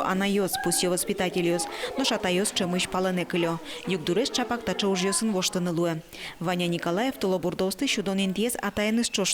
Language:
Udmurt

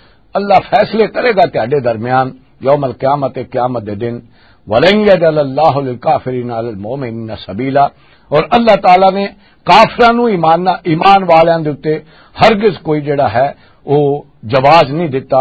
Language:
Western Panjabi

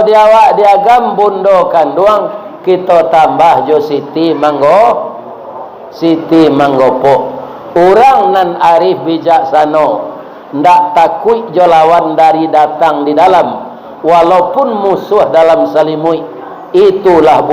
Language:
Minangkabau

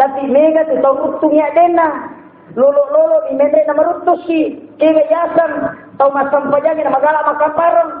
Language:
Buginese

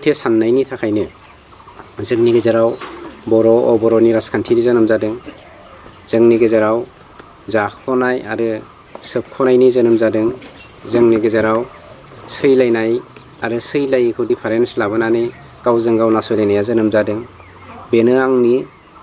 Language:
Bodo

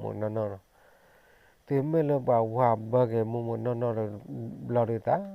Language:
S'gaw Karen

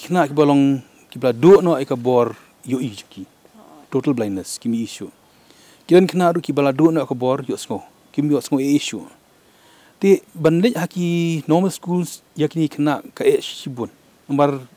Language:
Khasi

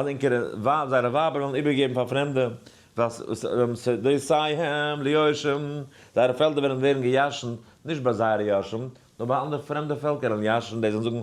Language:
Yiddish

